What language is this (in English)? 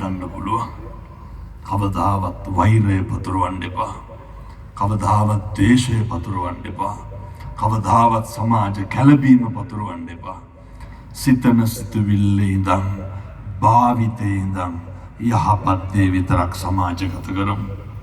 Sinhala